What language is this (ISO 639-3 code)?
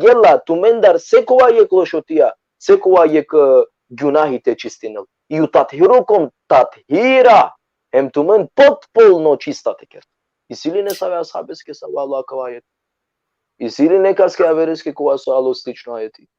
rmn